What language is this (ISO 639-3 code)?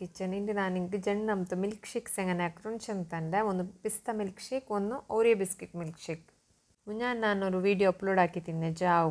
kan